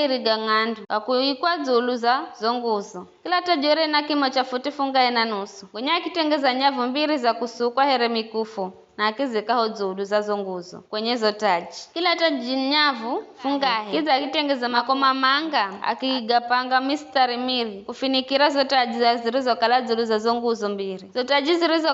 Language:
Giryama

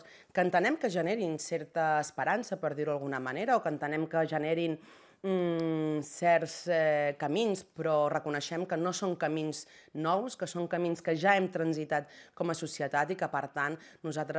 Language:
Catalan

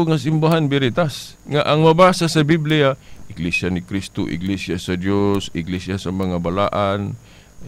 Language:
Cebuano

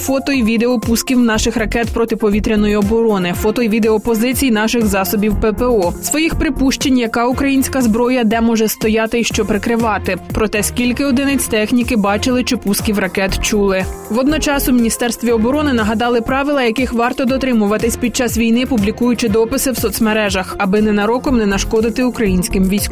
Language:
Ukrainian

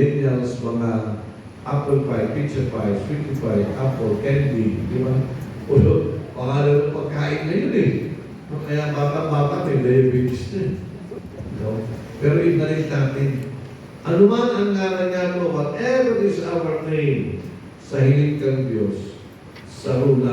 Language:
Bikol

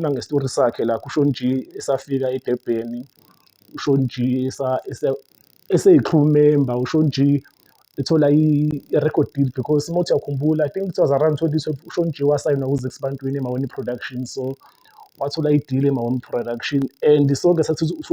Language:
Zulu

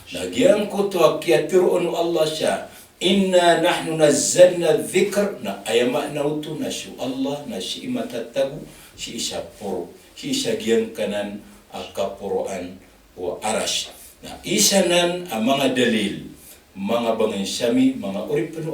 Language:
Maranao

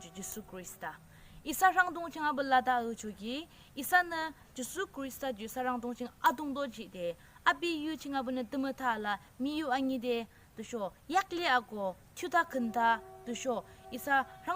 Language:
Yimchungru Naga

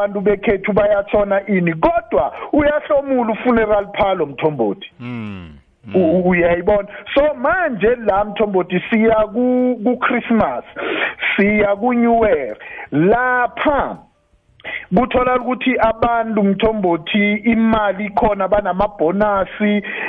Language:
South Ndebele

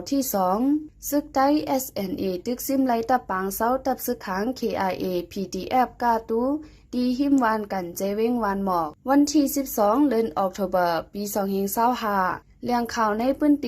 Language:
Shan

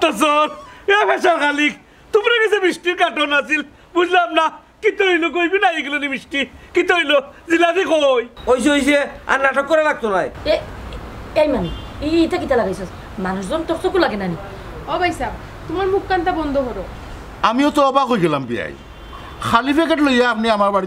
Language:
Sylheti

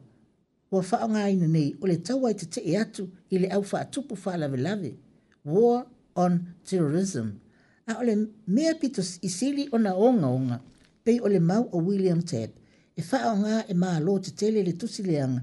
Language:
Samoan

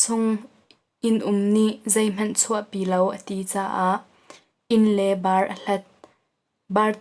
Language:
Hakha Chin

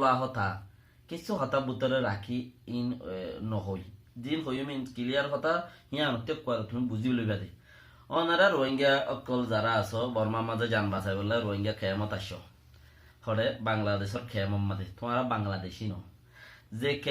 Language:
Rohingya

